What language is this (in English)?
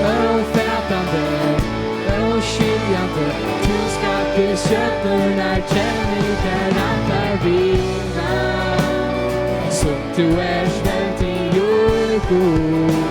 Faroese